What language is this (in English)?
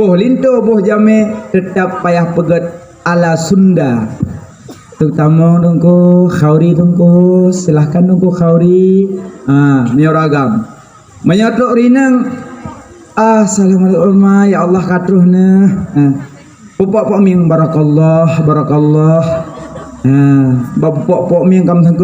Achinese